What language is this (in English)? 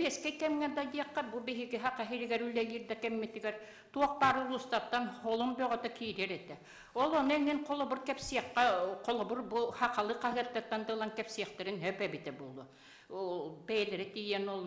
Yakut